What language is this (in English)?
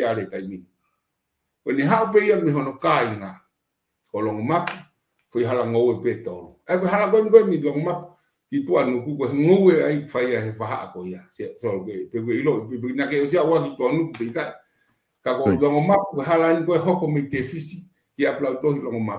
Tongan